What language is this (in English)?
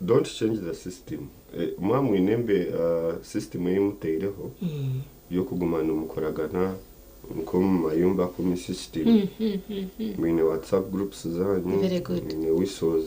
Nyankole